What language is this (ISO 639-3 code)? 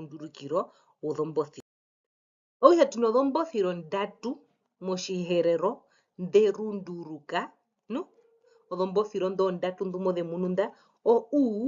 her